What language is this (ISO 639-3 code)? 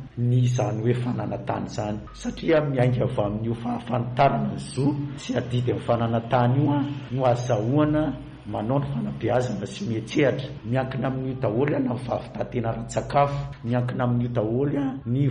mlg